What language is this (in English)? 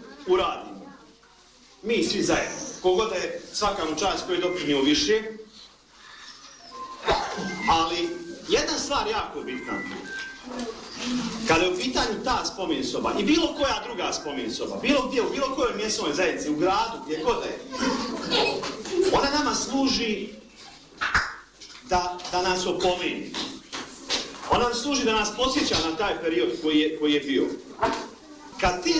Bosnian